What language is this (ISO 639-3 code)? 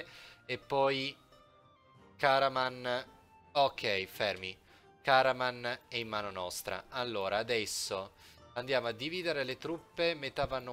ita